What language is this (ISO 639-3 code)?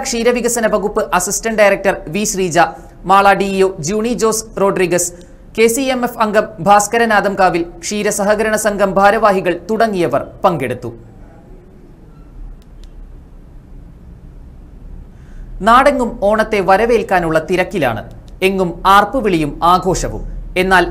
mal